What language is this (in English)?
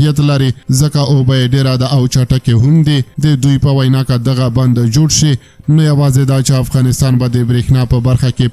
Pashto